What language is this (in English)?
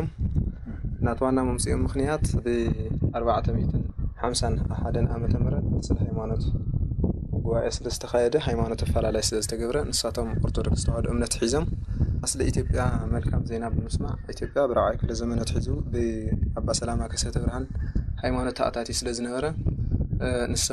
Tigrinya